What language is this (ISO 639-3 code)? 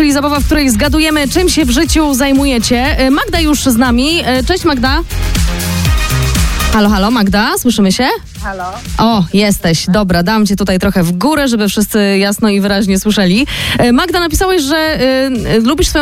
pol